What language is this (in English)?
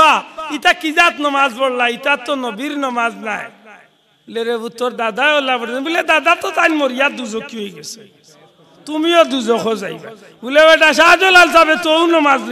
Sylheti